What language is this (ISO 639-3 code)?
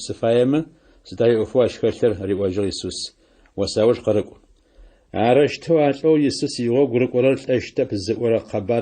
ady